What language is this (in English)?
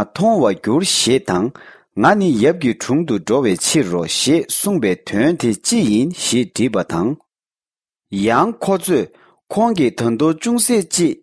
Tibetan